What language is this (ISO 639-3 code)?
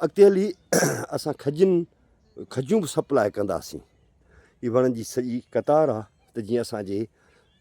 snd